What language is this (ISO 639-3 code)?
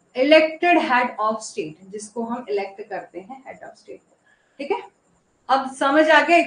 hin